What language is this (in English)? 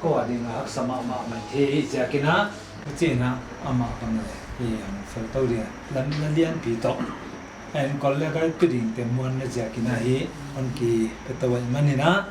Paite Chin